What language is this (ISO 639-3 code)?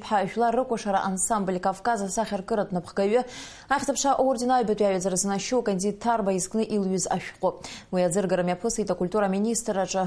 abk